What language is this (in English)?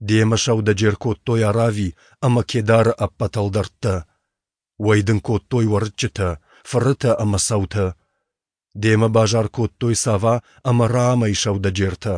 Ossetic